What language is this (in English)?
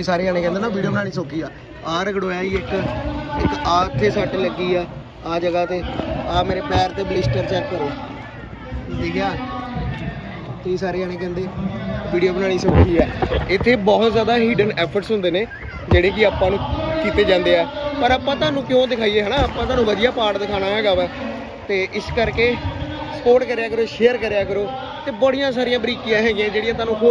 Punjabi